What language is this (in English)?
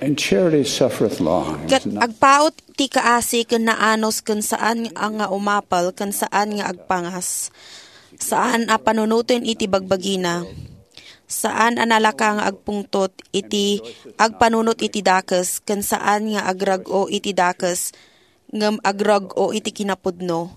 Iloko